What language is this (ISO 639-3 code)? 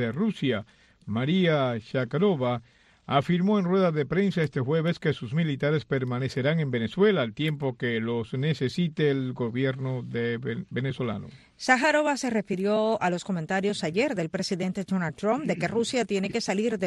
spa